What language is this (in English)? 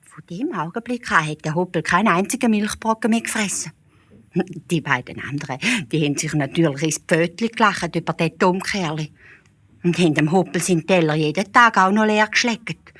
Swiss German